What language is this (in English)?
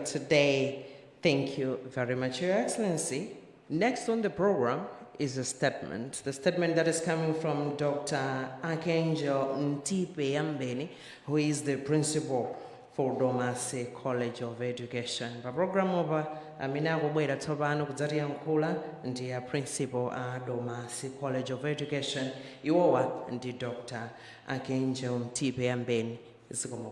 Nyanja